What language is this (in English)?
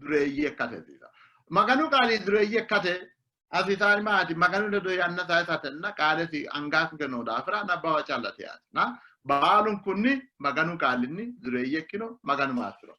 Sidamo